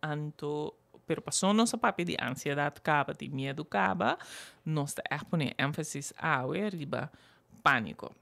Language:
Papiamento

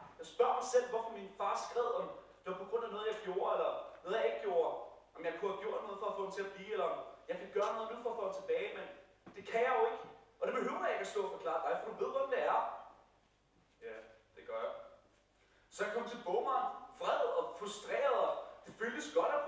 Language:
Danish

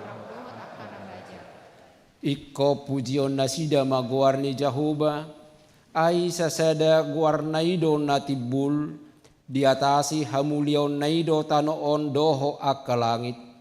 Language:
Batak Toba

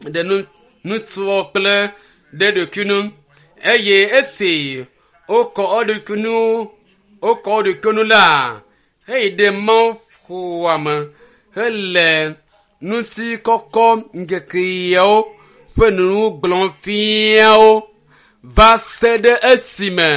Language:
Ewe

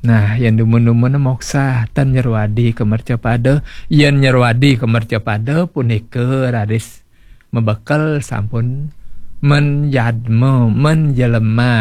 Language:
Balinese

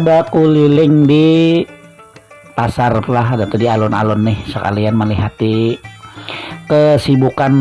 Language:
Banjar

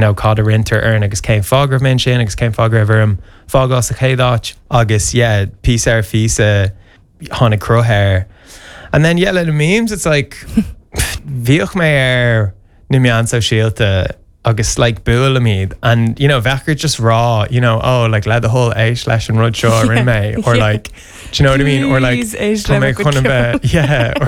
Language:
Irish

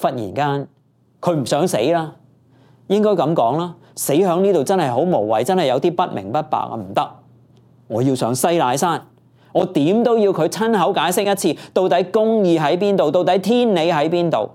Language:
Cantonese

